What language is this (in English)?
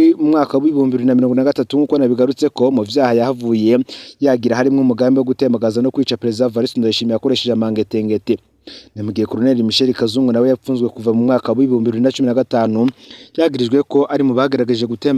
Rundi